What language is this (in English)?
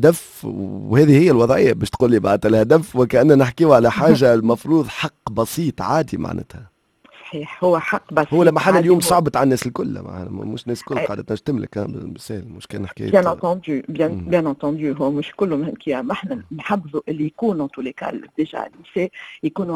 Tunisian Arabic